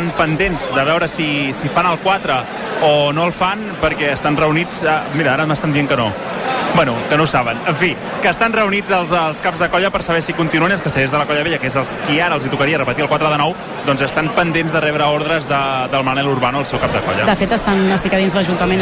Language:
Catalan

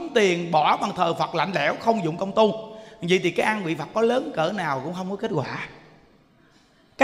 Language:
Vietnamese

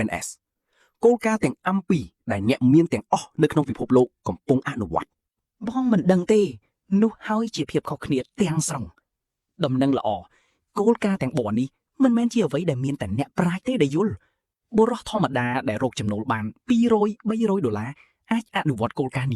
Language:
Khmer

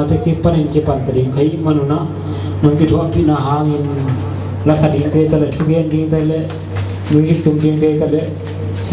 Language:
Tedim Chin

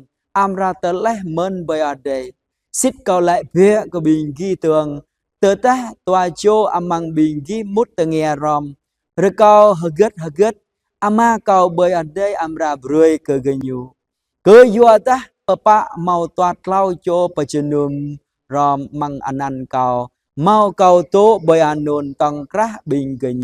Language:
Jarai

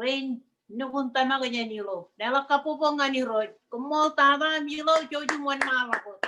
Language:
Marshallese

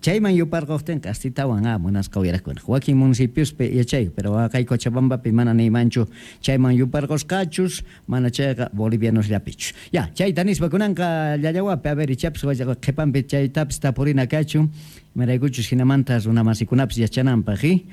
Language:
Quechua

